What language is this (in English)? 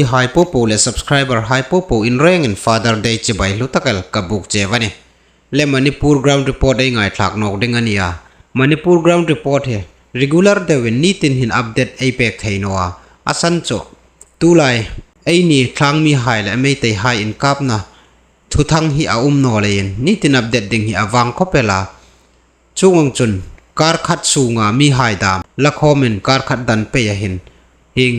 Hmar